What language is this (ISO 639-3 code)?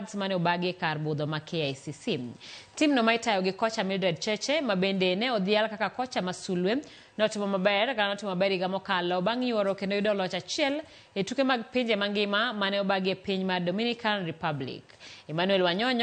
luo